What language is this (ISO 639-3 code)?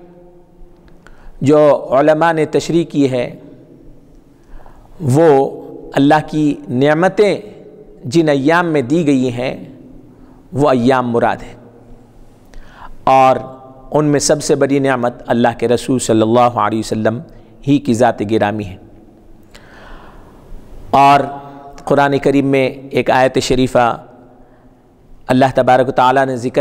urd